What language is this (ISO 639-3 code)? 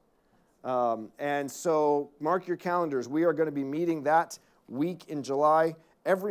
eng